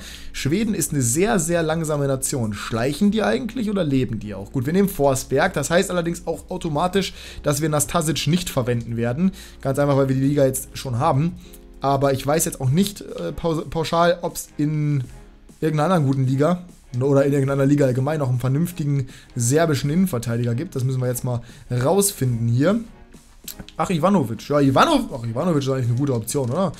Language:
German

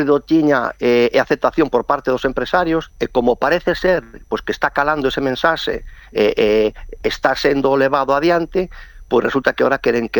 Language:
Galician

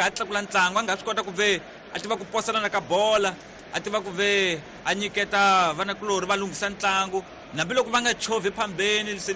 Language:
Tsonga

